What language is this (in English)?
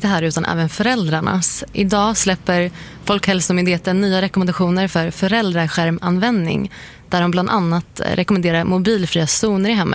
Swedish